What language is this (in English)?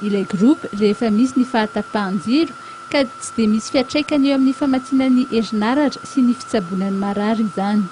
Malagasy